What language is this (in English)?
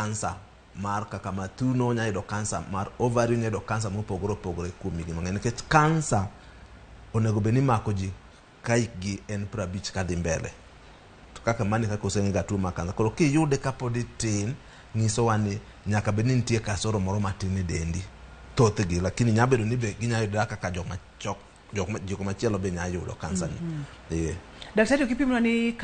Luo (Kenya and Tanzania)